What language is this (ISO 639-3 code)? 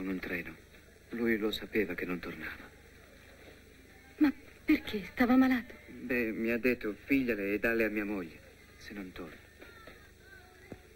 ita